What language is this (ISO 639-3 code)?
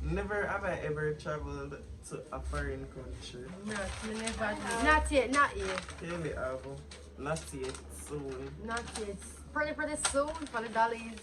jam